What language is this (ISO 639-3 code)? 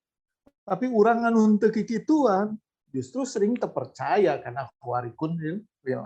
sun